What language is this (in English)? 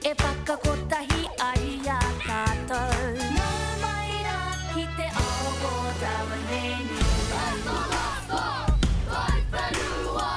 Māori